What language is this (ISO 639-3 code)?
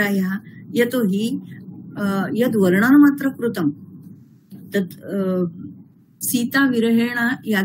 san